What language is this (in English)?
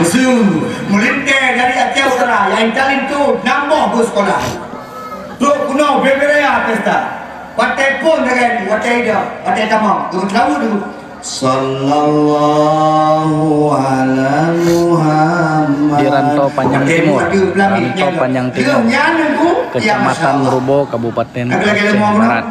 Achinese